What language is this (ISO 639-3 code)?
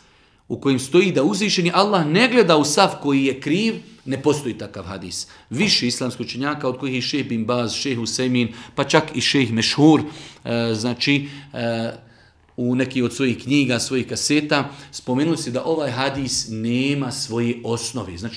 bos